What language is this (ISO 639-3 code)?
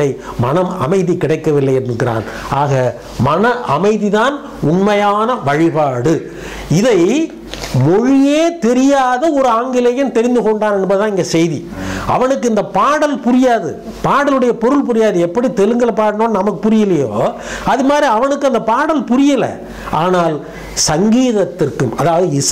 tam